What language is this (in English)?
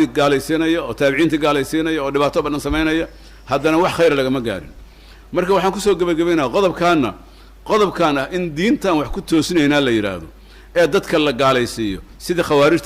Somali